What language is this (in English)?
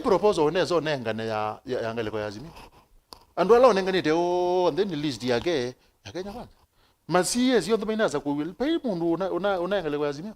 Kamba